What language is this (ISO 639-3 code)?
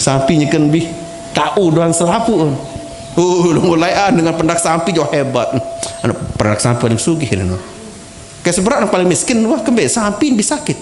sas